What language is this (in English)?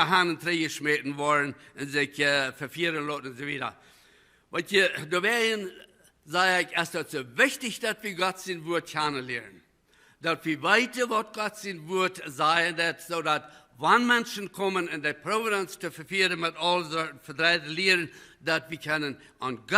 Plautdietsch